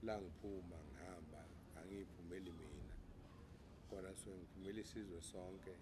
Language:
Zulu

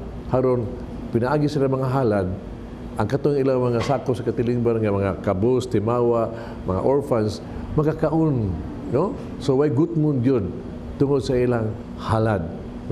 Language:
Cebuano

